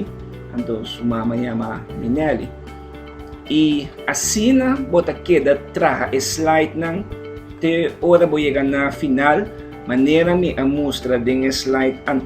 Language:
Papiamento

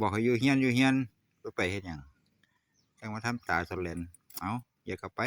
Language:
Lao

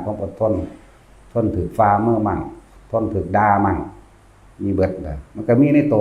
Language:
Northeastern Thai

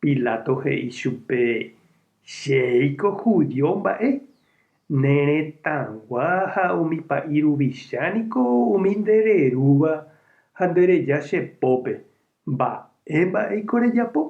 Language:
Guarani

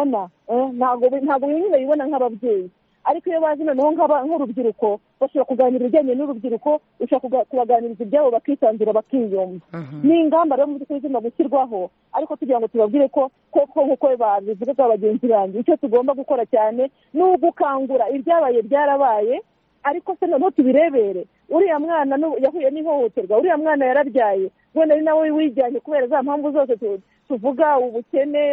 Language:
Kinyarwanda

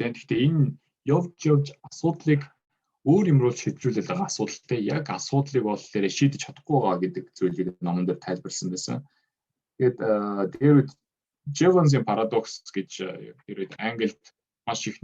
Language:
Mongolian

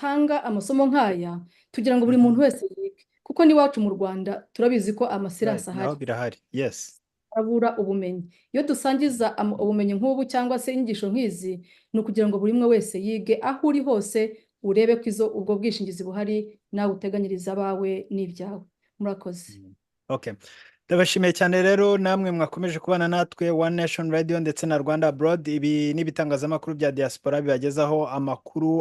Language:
Kinyarwanda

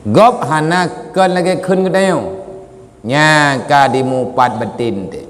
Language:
Achinese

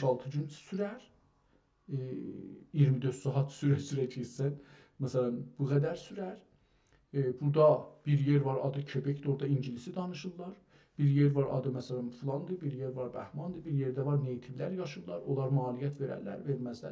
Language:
South Azerbaijani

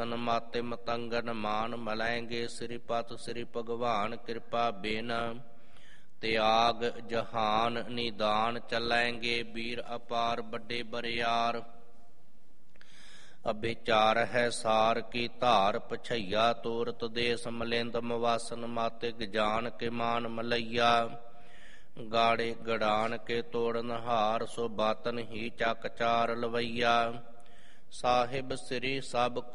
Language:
Punjabi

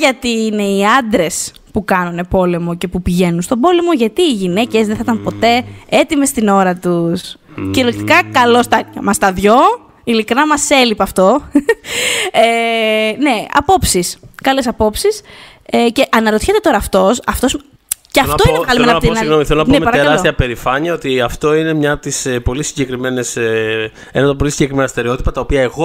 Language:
Greek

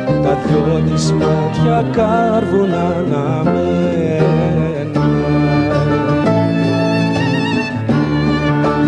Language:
Greek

